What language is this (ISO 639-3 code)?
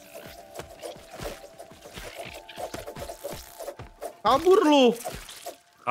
ind